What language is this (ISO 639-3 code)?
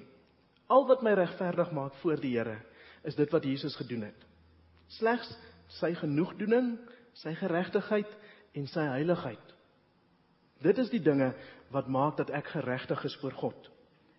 afr